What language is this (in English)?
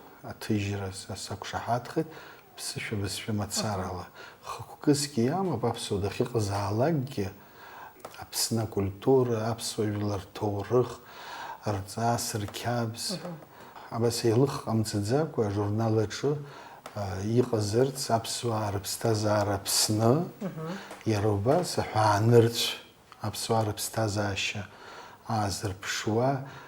Abkhazian